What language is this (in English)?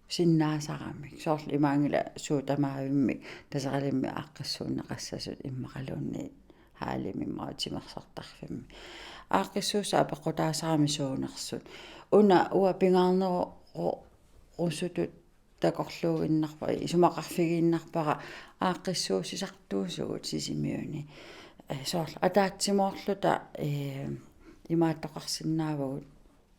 Kalaallisut